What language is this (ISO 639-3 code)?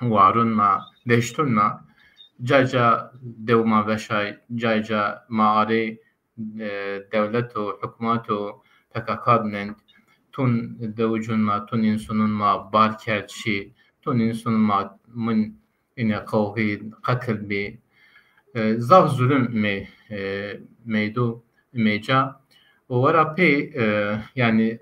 zza